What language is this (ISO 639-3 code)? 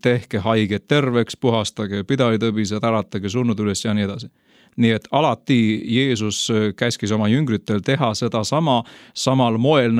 est